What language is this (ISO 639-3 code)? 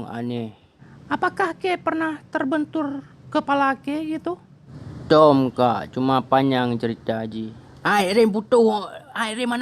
ace